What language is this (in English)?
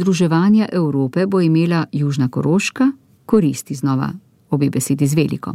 Slovenian